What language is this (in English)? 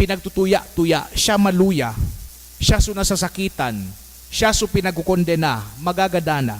Bikol